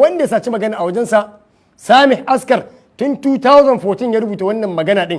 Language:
Hausa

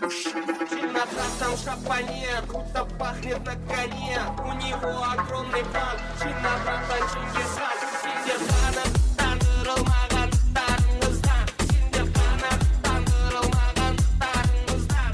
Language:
Kara-Kalpak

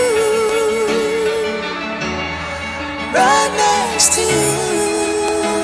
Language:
Portuguese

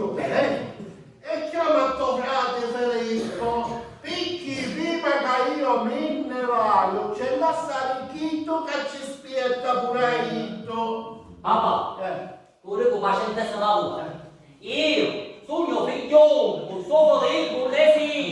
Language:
Sicilian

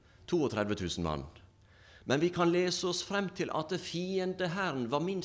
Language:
Norwegian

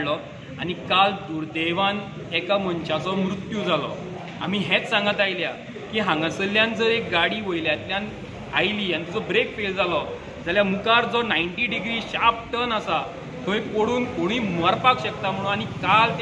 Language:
Konkani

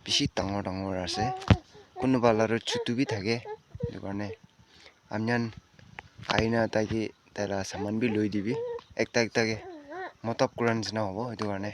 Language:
Naga Pidgin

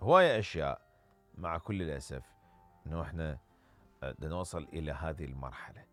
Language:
Mesopotamian Arabic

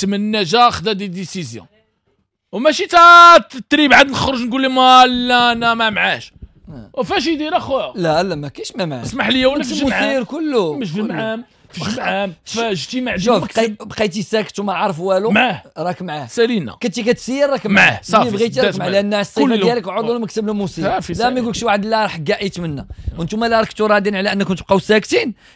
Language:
Moroccan Arabic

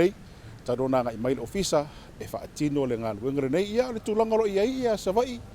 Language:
Samoan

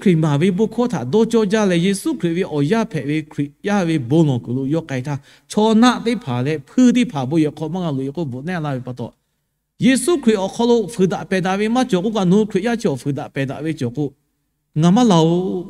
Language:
Lahu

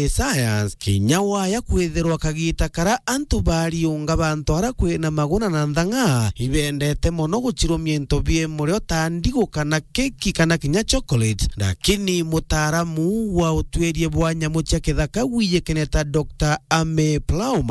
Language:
Meru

